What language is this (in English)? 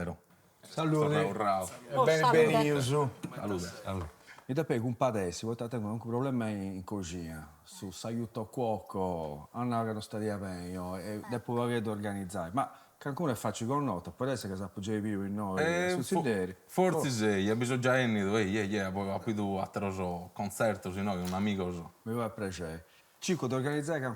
Sardinian